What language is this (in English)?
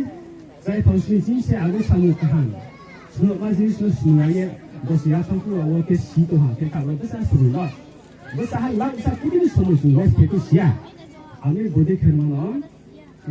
Riang (India)